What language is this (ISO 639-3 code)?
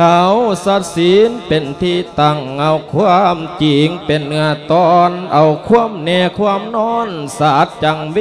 lao